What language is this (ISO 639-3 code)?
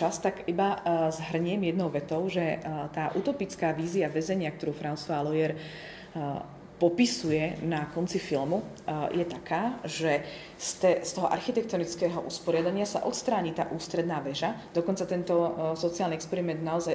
slk